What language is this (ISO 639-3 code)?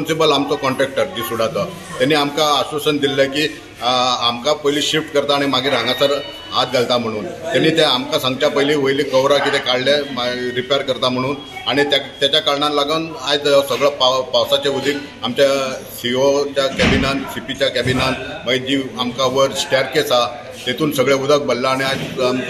kok